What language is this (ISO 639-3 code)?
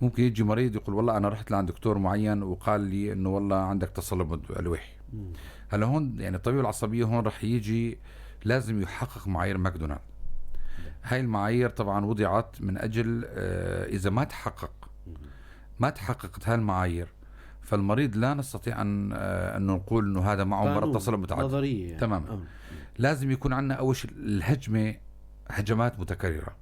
apc